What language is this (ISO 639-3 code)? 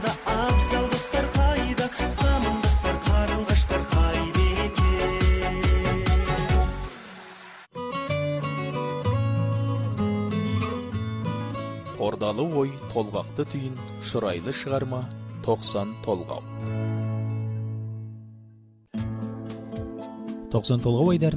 kaz